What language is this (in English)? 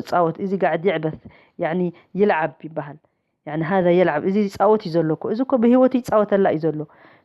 Tigrinya